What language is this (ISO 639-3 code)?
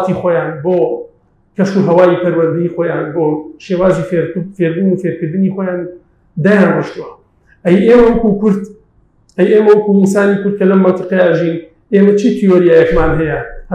ckb